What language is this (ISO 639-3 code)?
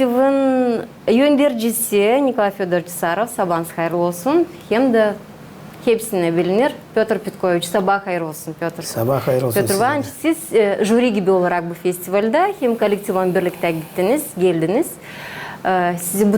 gag